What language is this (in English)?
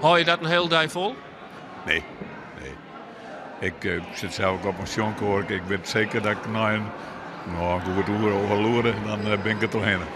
Western Frisian